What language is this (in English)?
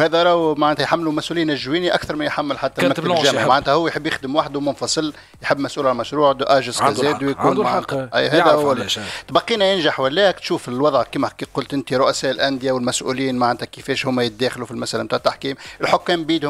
Tunisian Arabic